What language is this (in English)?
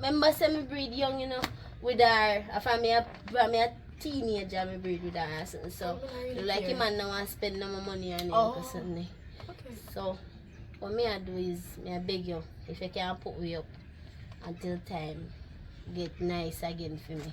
Jamaican Creole English